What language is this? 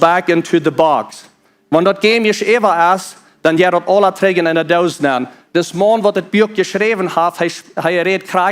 Plautdietsch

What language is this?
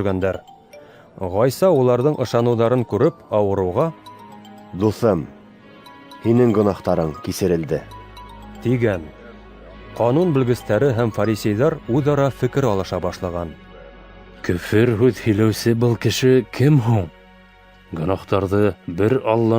Bashkir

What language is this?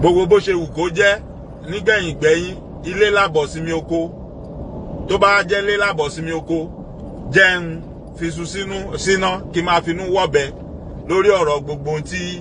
Yoruba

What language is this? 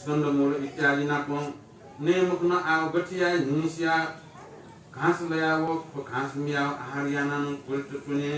Newari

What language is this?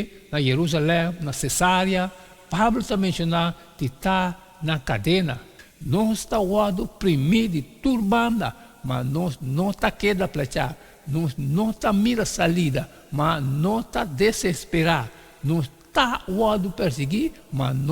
Papiamento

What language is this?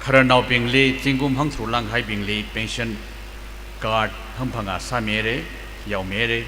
Tangkhul Naga (India)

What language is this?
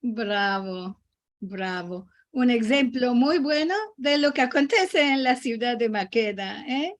Ladino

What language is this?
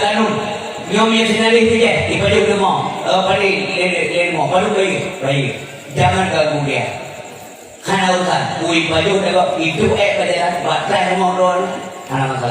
Achinese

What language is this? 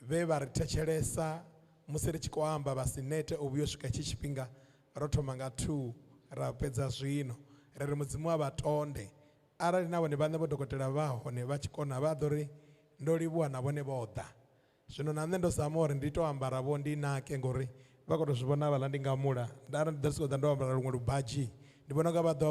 Venda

